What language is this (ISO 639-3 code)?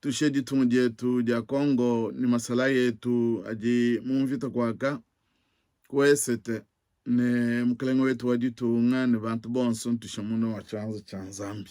lua